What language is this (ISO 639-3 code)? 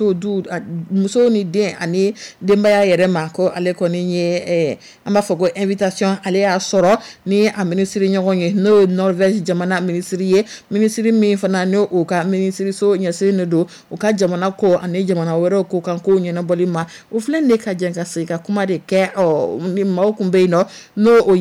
dyu